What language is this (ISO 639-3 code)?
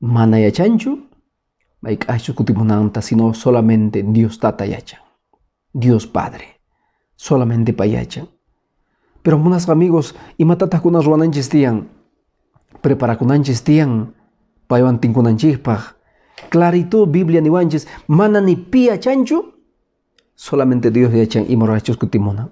que